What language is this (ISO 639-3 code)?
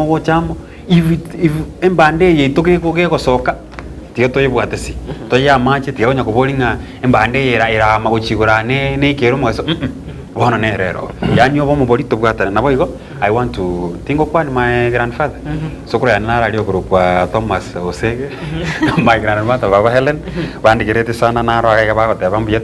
guz